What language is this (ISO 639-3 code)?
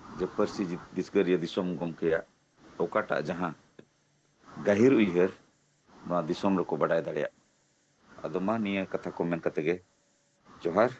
sat